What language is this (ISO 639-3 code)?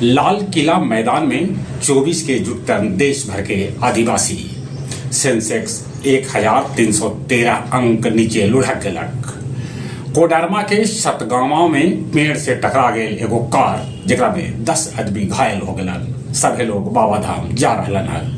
mag